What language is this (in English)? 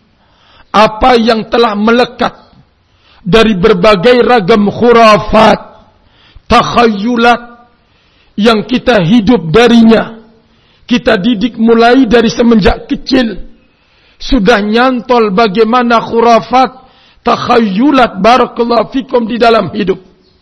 Indonesian